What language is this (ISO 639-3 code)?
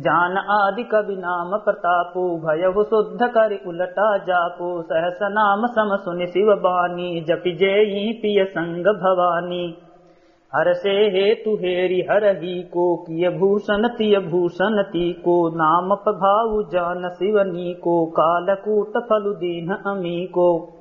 awa